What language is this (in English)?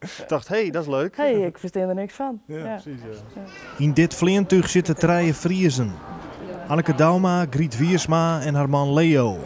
Western Frisian